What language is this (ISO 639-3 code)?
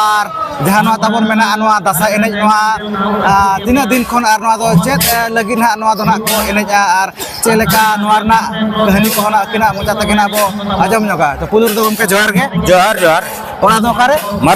sat